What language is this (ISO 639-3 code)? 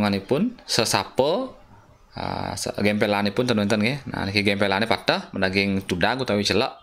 ban